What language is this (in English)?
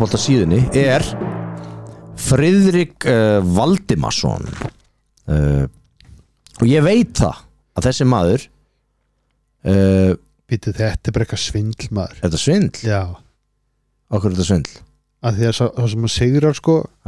Icelandic